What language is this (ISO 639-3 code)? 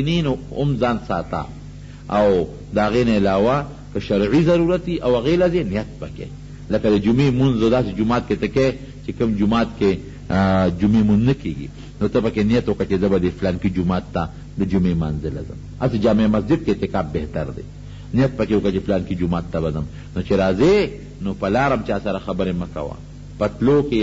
pus